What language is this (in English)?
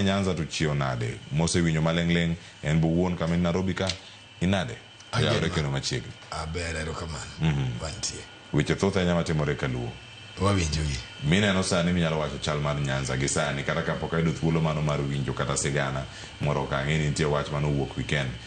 Luo (Kenya and Tanzania)